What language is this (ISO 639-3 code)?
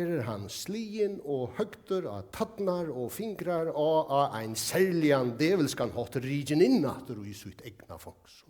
fao